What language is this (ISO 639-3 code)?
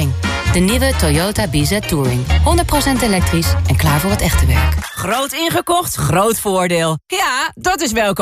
nld